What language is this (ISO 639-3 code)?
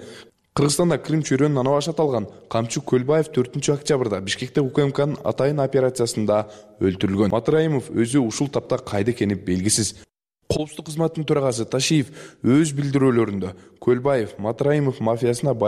kir